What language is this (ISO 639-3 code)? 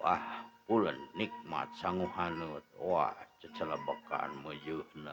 sun